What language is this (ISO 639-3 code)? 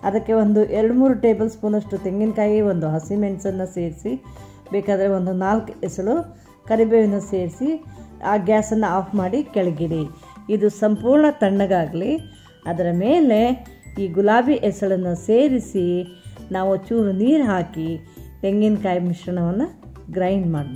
kan